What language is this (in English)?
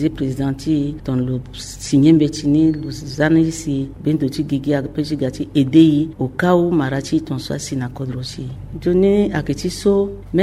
Sango